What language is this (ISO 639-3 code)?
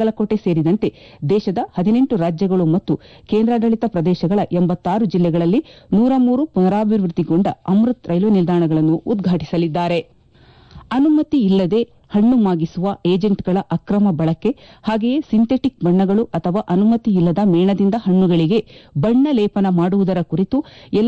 kan